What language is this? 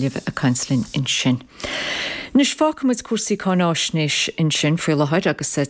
Irish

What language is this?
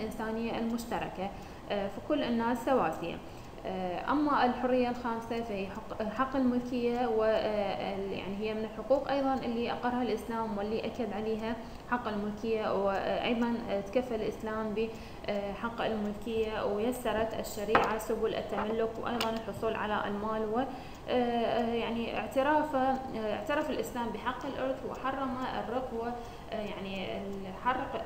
Arabic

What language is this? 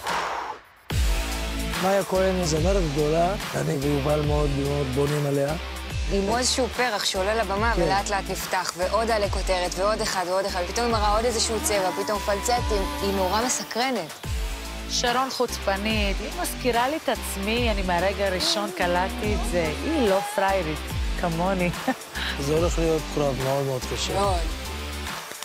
Hebrew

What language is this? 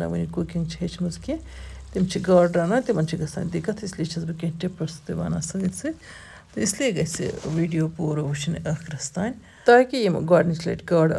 Kashmiri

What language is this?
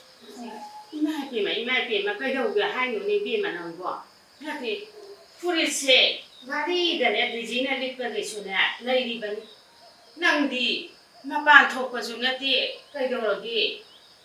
Manipuri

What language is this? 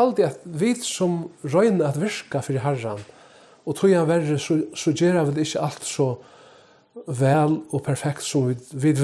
Faroese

